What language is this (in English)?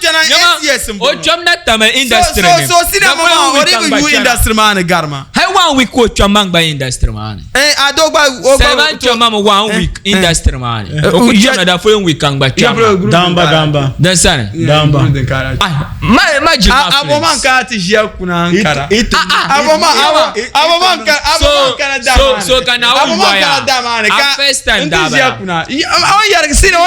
Dagbani